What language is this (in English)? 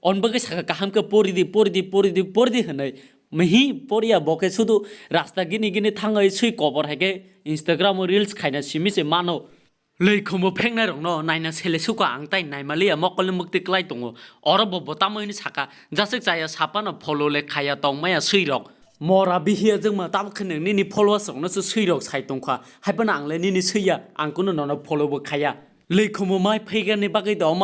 Kok Borok